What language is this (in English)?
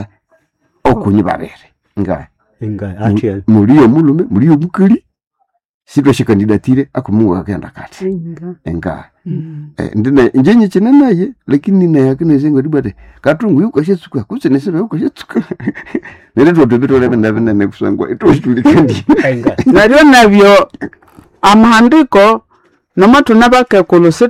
Nande